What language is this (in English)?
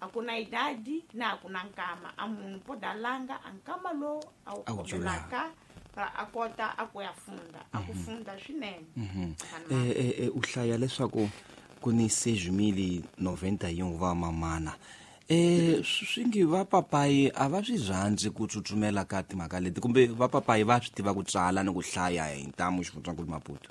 Tsonga